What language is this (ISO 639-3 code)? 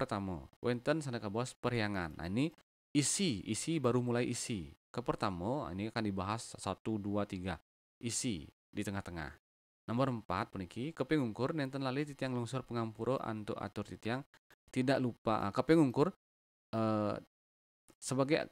ban